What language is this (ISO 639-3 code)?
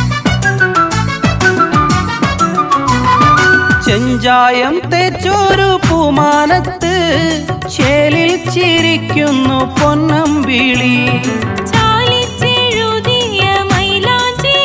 mal